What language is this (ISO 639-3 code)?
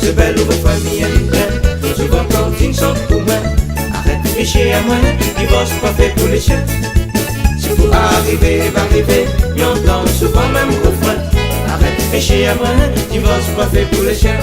rcf